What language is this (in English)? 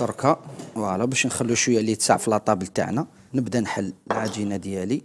Algerian Arabic